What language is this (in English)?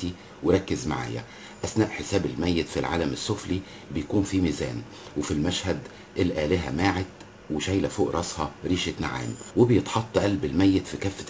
Egyptian Arabic